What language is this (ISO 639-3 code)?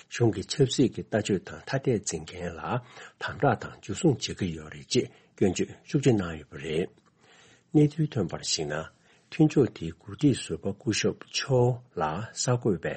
bod